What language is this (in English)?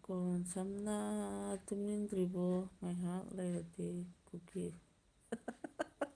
Manipuri